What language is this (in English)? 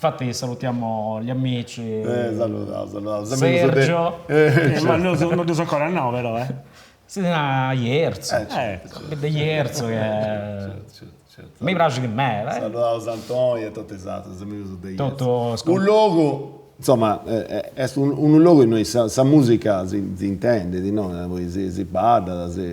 Sardinian